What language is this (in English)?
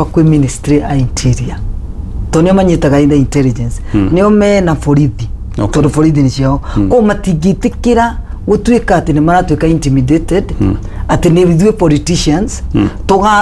Kikuyu